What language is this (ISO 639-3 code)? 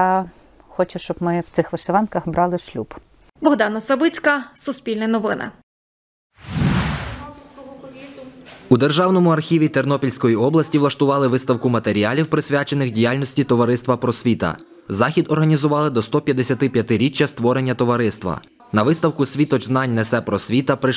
ukr